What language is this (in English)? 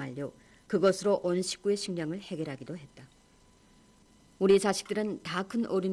Korean